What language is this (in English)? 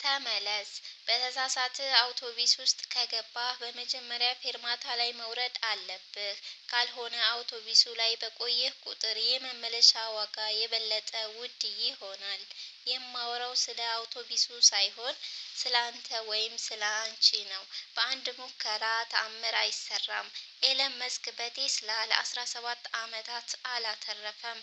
Amharic